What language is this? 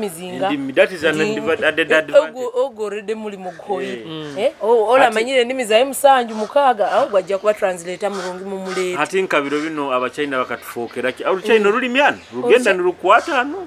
Nyoro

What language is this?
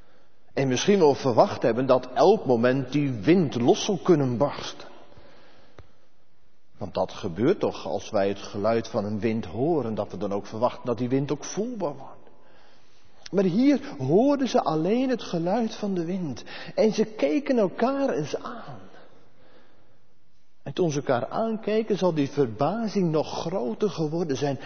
Dutch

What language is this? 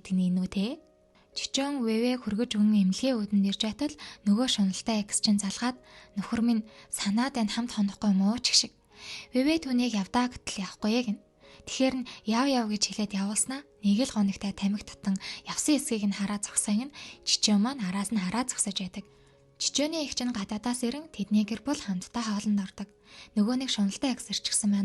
Mongolian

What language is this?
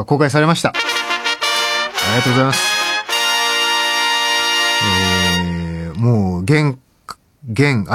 Japanese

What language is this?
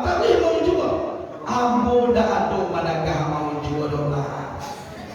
Minangkabau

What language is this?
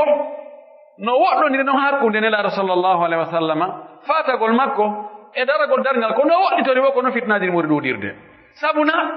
Pular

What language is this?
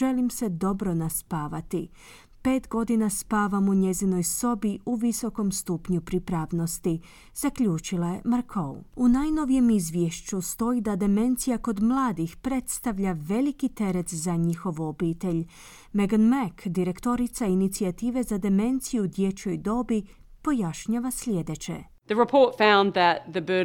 Croatian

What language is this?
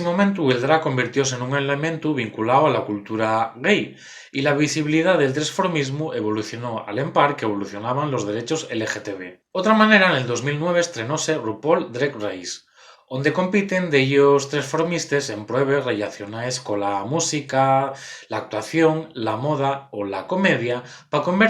Asturian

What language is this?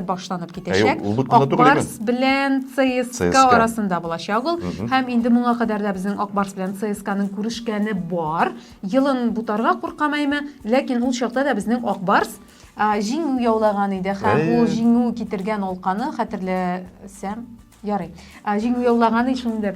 Tatar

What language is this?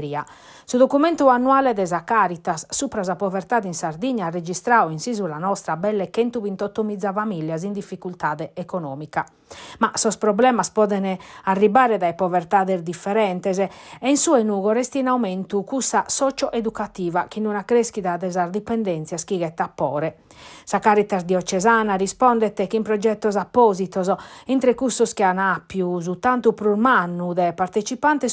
Sardinian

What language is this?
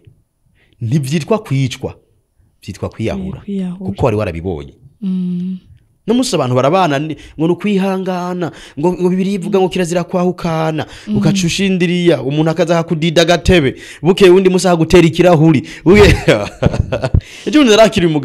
Rundi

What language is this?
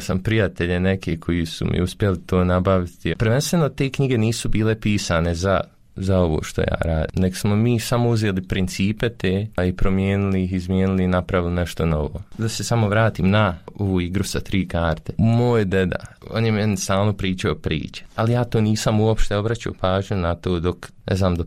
Bosnian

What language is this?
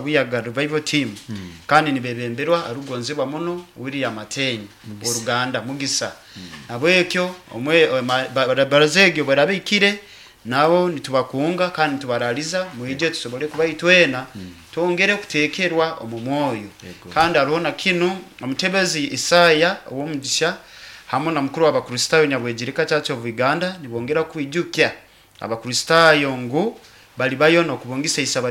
Nyankole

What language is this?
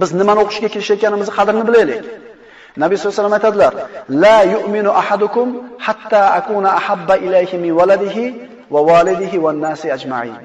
Uzbek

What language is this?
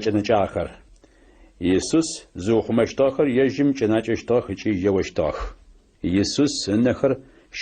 Adyghe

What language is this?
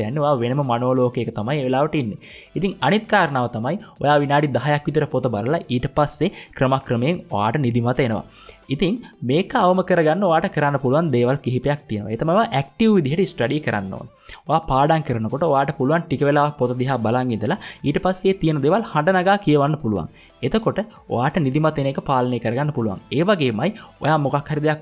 Sinhala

